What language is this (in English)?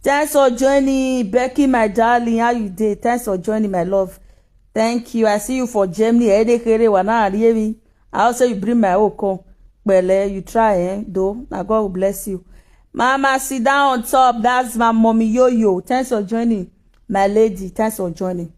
Nigerian Pidgin